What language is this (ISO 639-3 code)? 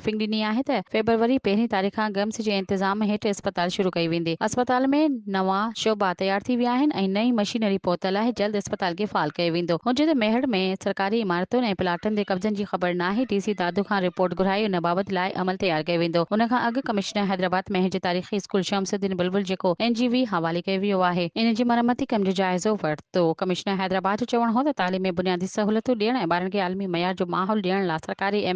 snd